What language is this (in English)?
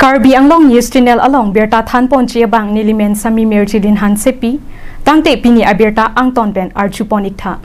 Karbi